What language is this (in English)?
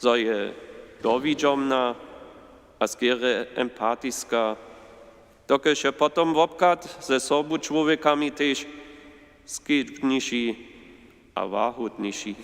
Upper Sorbian